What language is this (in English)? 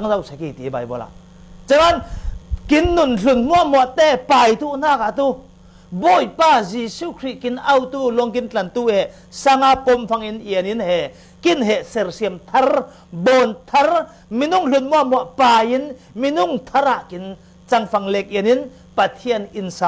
Falam Chin